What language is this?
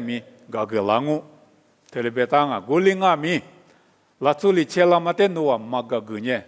Lisu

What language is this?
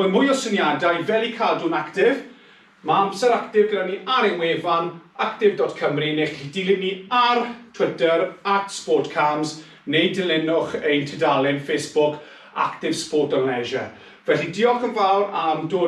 Welsh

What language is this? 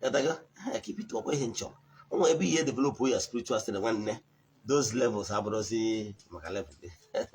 Igbo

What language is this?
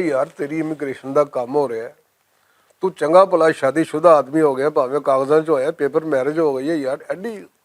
Western Panjabi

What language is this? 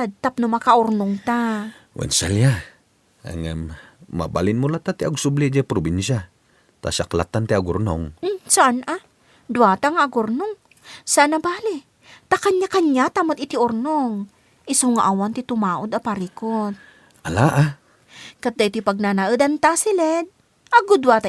Iloko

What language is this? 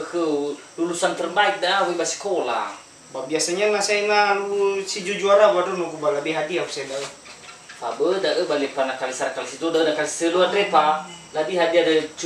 Nias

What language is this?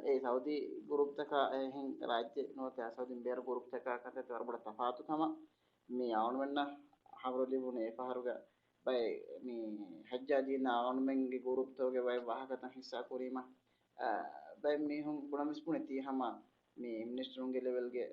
Divehi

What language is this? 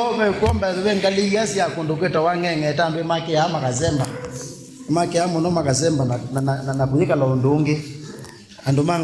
Kamba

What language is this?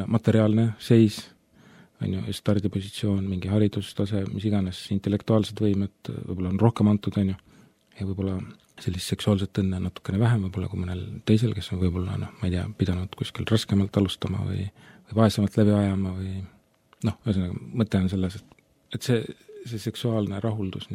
Estonian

